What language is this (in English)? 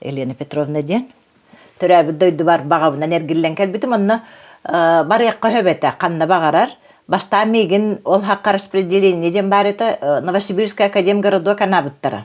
Yakut